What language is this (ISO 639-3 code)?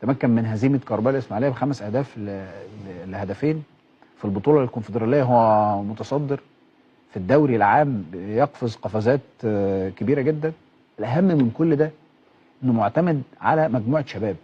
arz